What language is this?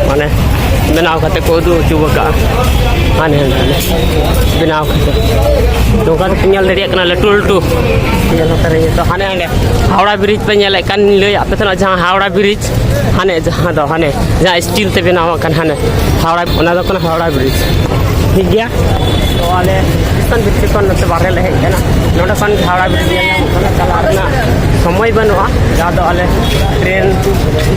Santali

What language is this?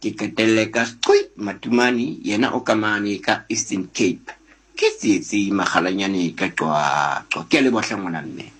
Southern Sotho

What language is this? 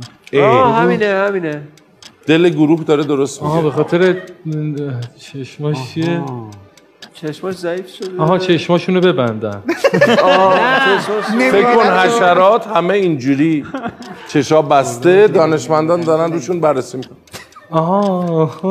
Persian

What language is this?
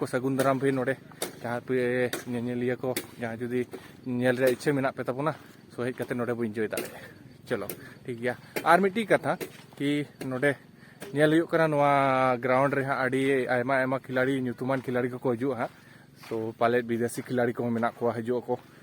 Santali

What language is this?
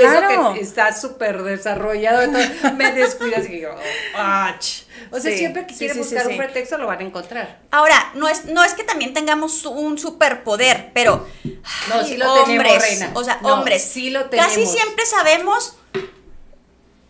Spanish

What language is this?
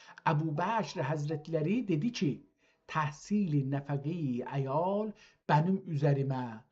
South Azerbaijani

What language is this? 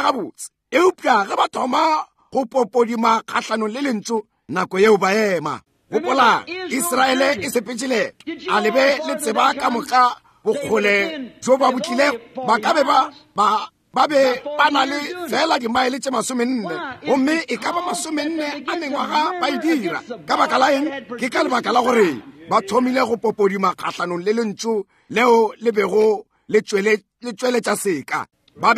Northern Sotho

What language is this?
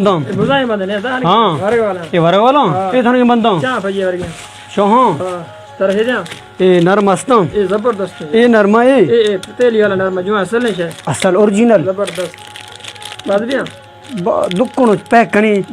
Baluchi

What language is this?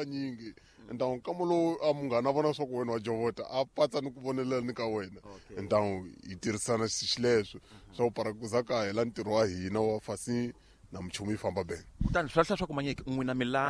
Tsonga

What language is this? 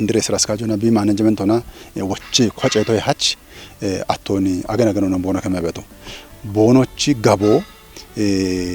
Kafa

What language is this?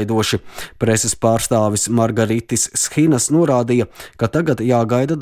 Latvian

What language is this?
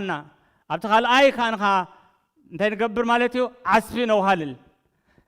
Tigrinya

